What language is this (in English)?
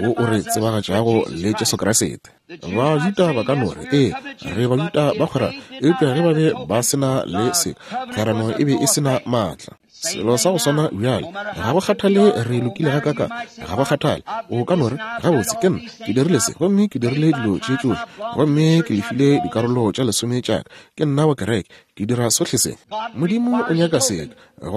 Northern Sotho